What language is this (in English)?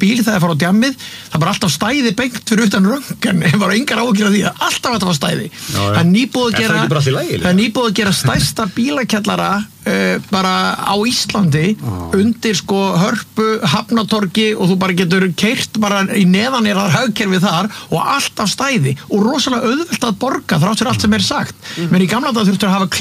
Icelandic